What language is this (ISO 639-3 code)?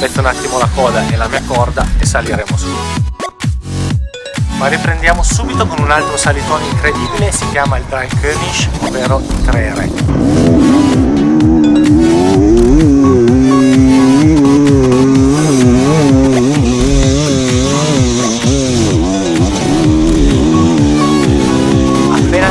ita